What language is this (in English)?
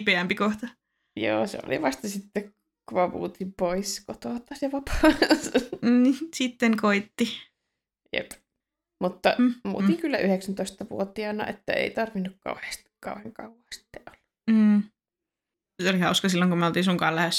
Finnish